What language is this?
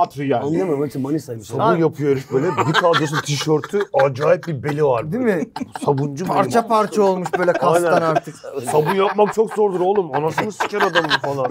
Turkish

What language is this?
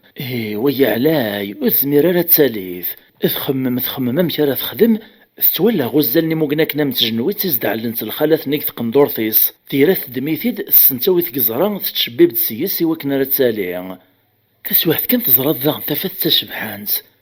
Kabyle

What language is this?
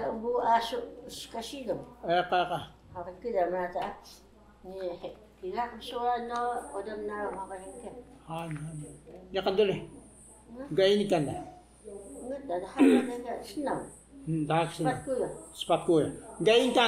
Taroko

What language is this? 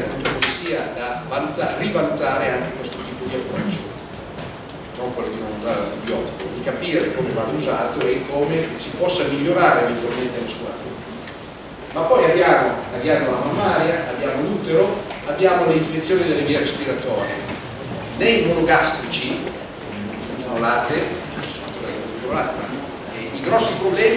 Italian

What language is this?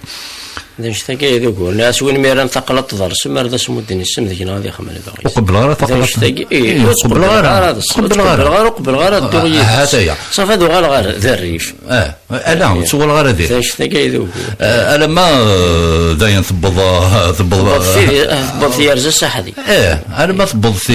Kabyle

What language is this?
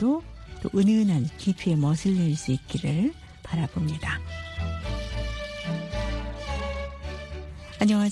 Korean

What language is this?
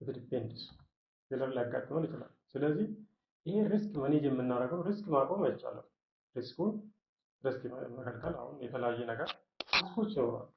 Amharic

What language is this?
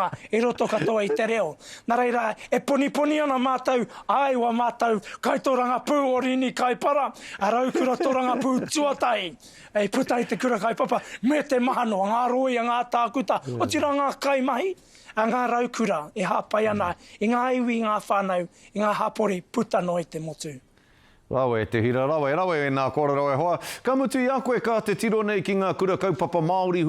Māori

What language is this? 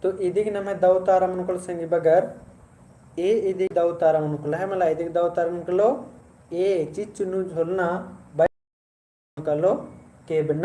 Kurukh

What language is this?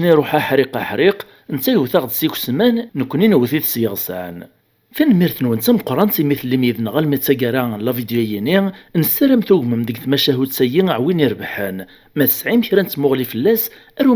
Kabyle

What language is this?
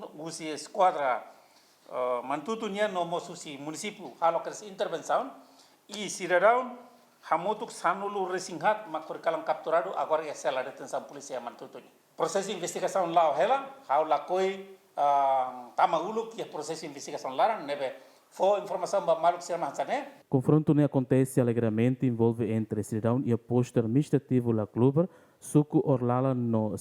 Tetum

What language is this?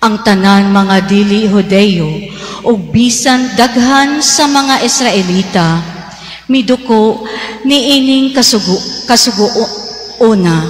Cebuano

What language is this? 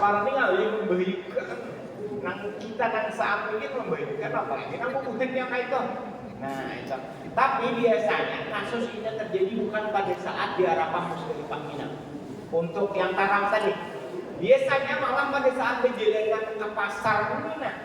Banjar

